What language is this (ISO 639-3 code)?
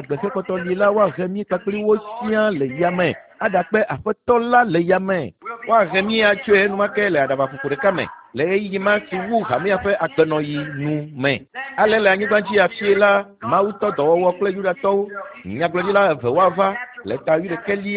ewe